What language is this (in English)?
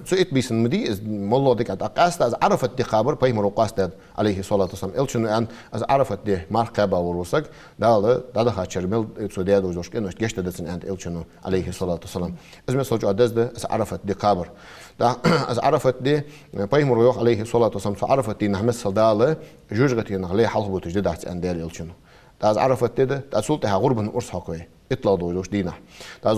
Ingush